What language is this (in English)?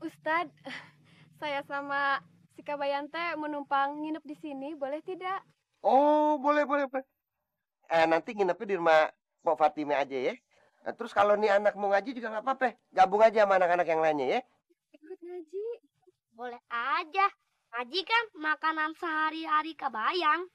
Betawi